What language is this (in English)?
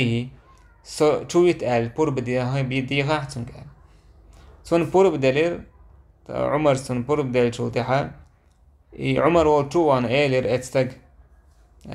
Chechen